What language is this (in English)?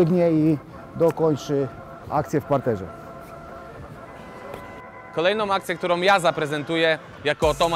Polish